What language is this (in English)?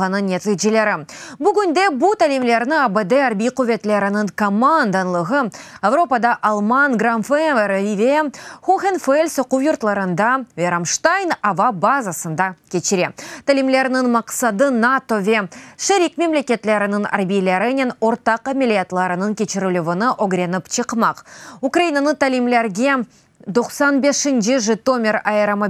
Crimean Tatar